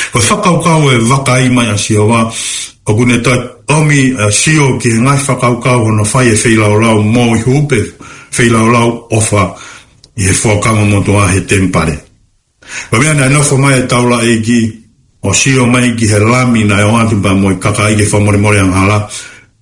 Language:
Tongan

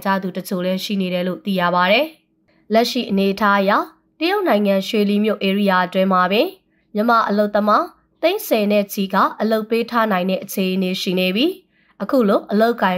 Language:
Burmese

